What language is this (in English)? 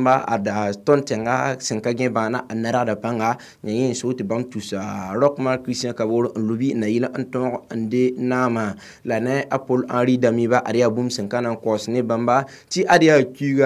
Mossi